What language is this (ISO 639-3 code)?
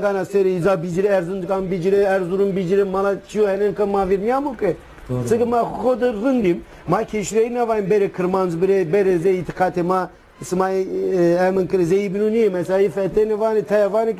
zza